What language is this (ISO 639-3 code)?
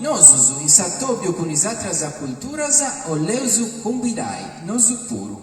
srd